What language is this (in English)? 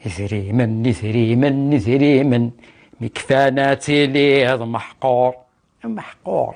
Kabyle